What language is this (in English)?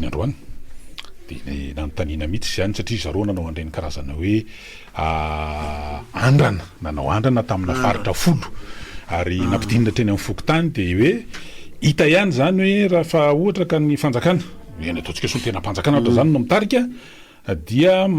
Malagasy